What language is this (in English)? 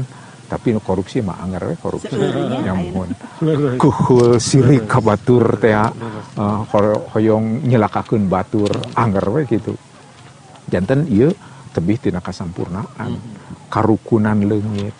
Sundanese